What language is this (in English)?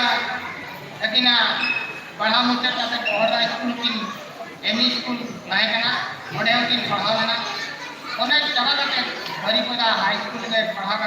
Santali